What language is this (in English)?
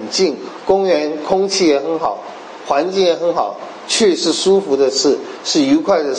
Chinese